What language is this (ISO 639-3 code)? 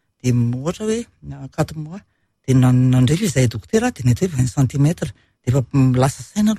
mlg